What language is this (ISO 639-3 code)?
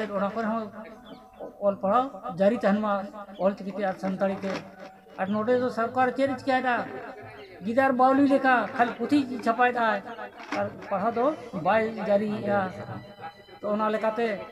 sat